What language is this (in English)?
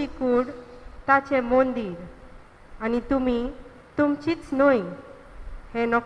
Konkani